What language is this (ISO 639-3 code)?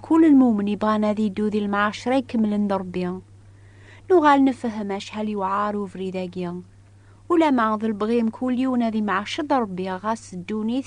kab